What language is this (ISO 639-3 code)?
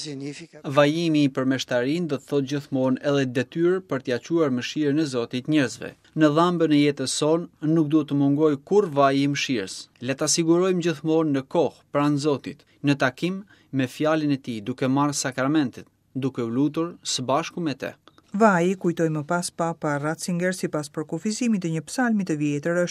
sqi